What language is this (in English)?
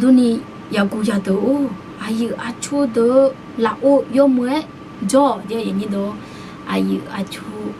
Akha